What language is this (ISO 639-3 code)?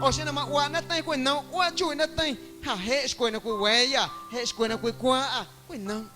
amu